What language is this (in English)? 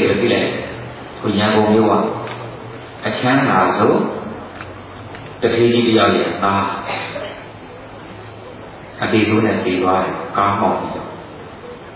Burmese